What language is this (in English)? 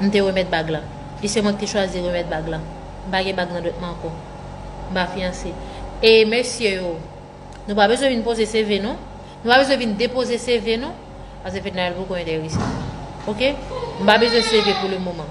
Haitian Creole